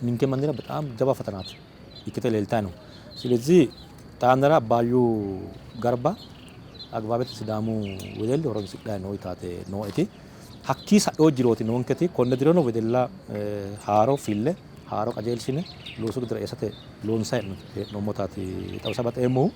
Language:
Sidamo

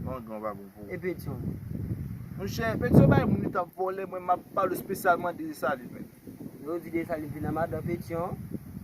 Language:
Haitian Creole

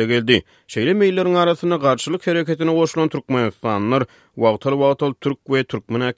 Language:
Turkmen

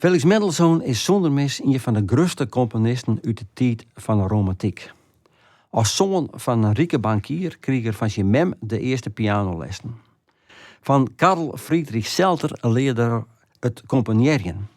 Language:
Western Frisian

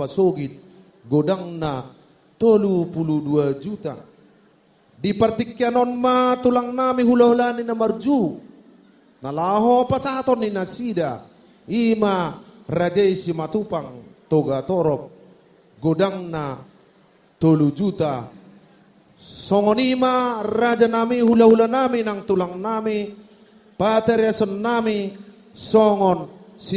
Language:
Batak Toba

